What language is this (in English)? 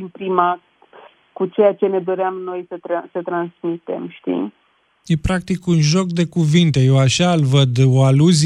Romanian